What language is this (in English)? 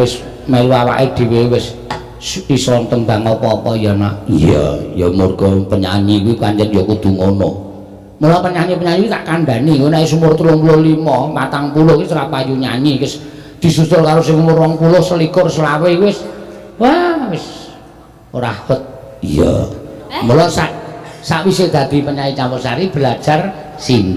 Javanese